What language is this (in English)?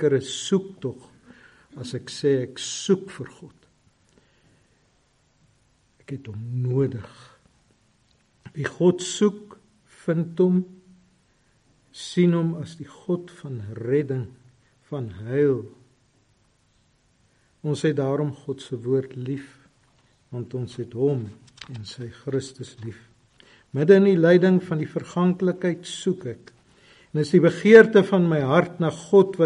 Afrikaans